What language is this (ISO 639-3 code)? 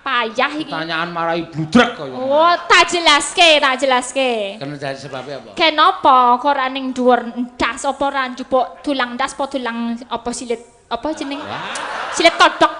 jav